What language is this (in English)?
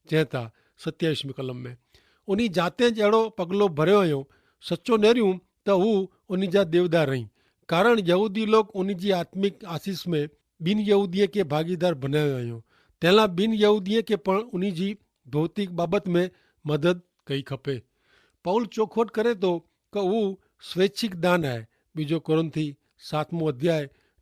Kachhi